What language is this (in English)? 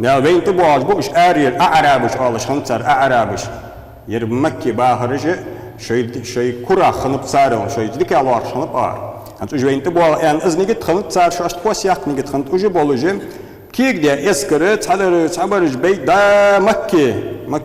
Ingush